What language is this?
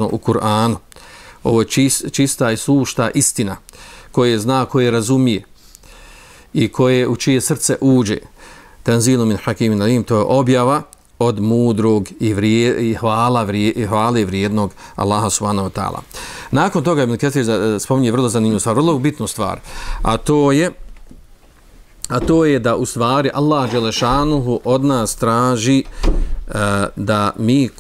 Bosnian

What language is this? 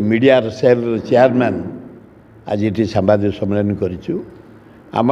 Odia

